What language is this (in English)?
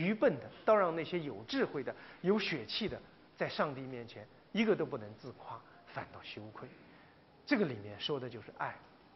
Chinese